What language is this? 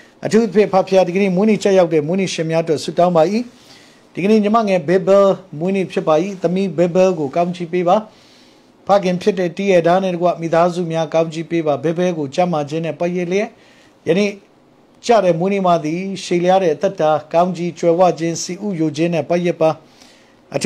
Burmese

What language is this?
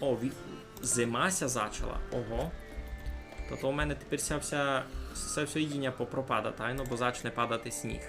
Rusyn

